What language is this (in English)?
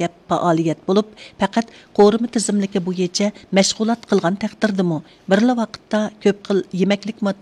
Uyghur